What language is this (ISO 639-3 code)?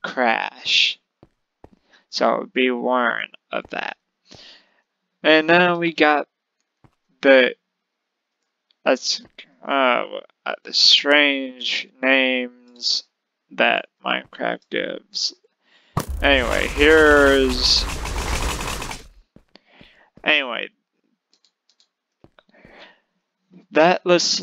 eng